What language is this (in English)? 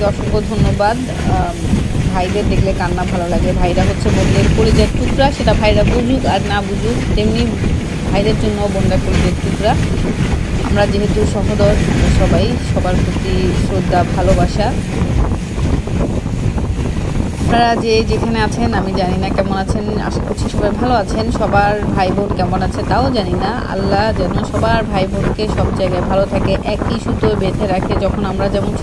Bangla